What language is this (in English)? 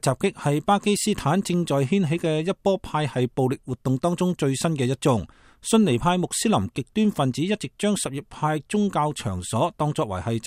Cantonese